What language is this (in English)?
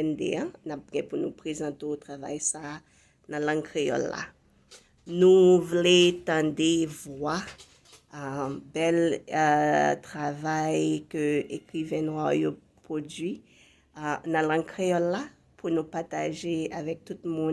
Haitian Creole